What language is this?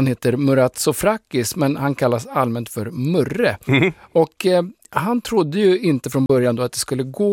Swedish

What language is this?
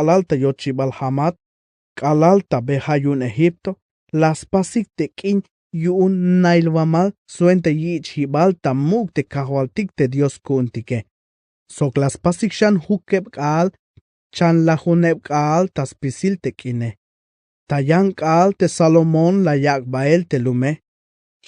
Tzeltal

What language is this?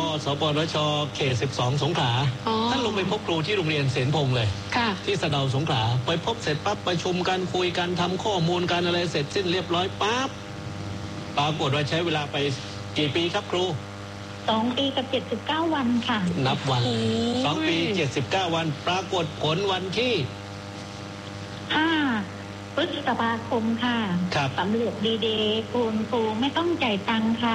Thai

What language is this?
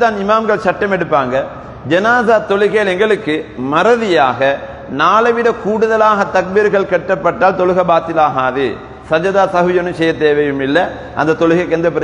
Tamil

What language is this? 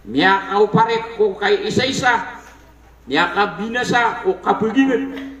Maranao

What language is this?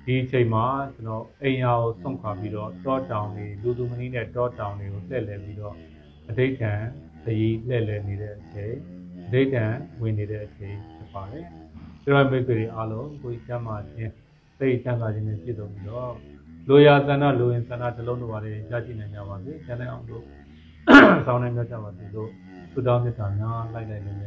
Burmese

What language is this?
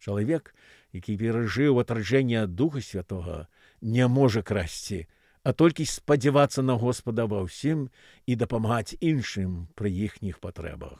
Belarusian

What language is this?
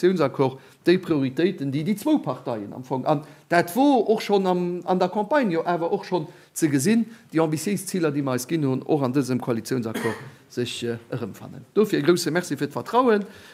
Luxembourgish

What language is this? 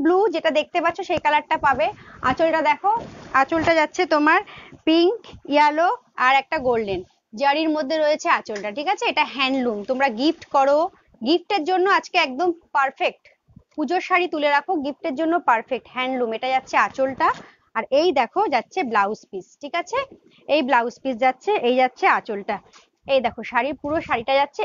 Bangla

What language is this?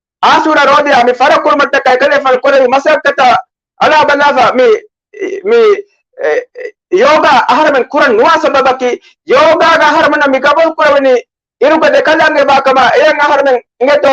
Divehi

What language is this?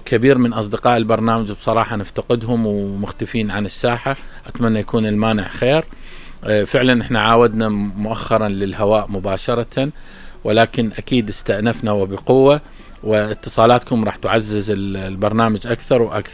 Mesopotamian Arabic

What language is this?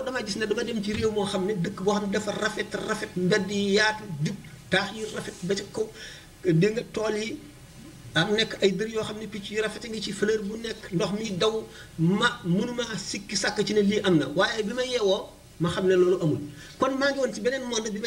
Wolof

